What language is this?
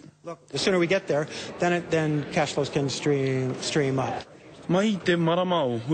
Māori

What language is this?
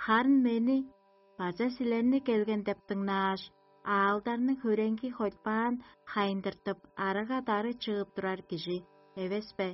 Tuvinian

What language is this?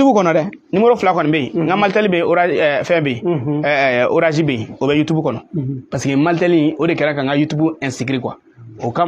Bambara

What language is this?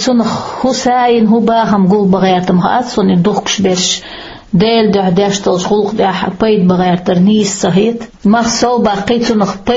Chechen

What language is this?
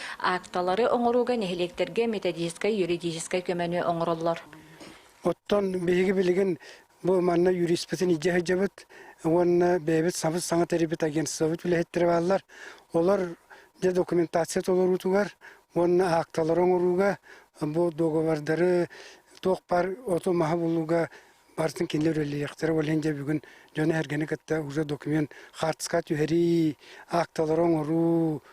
Yakut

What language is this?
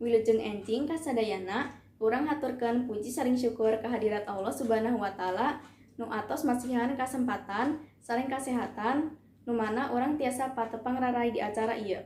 Sundanese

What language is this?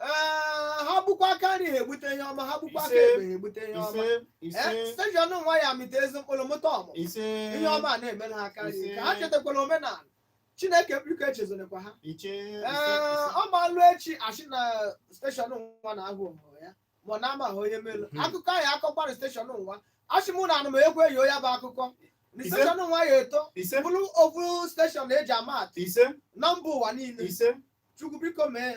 Igbo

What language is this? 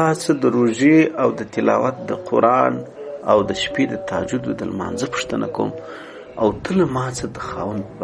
Pashto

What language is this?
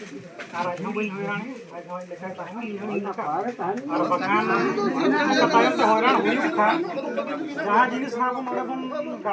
Santali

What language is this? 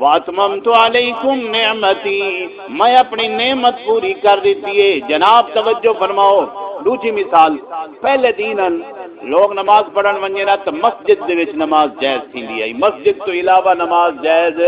Saraiki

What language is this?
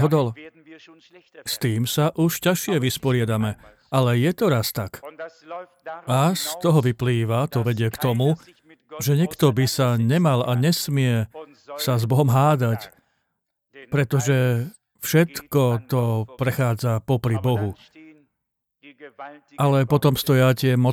Slovak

